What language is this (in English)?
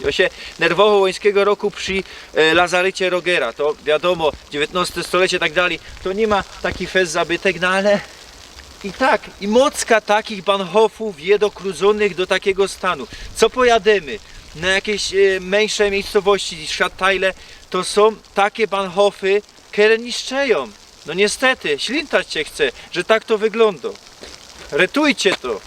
Silesian